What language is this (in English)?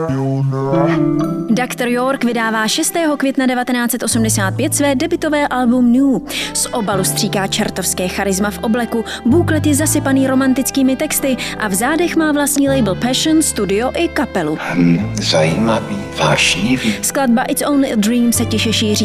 Czech